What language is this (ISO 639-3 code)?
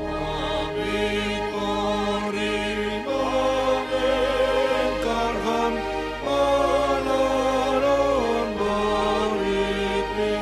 bts